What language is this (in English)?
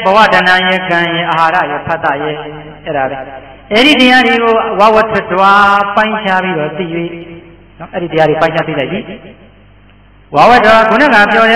Burmese